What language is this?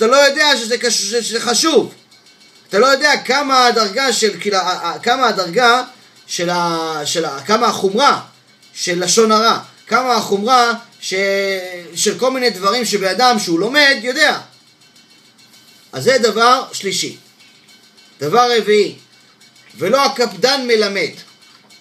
Hebrew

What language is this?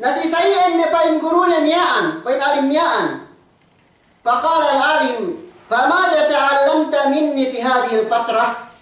Yakan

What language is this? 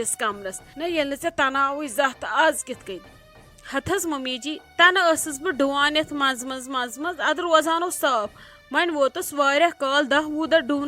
Kashmiri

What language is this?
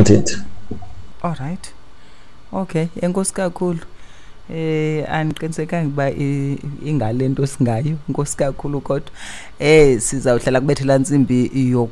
Xhosa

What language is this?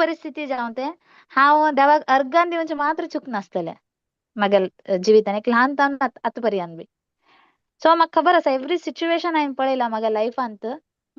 Konkani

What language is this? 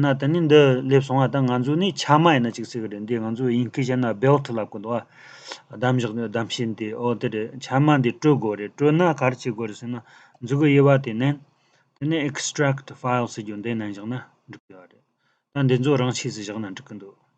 Tibetan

